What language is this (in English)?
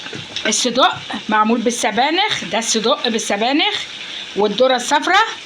Egyptian Arabic